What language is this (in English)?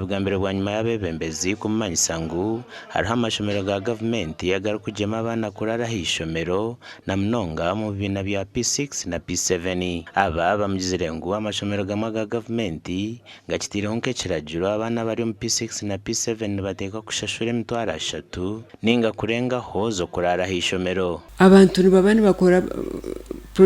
Nyankole